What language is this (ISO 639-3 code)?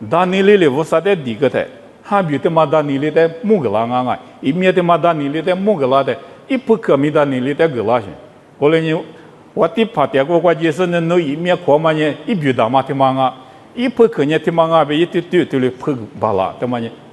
lis